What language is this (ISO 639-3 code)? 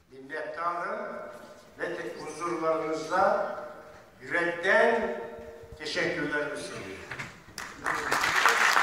tur